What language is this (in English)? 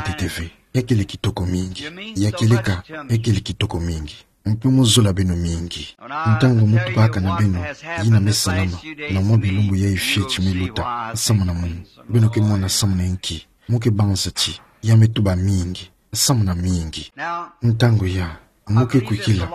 Kituba (Democratic Republic of Congo)